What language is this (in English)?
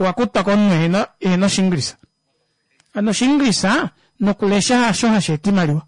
Kuanyama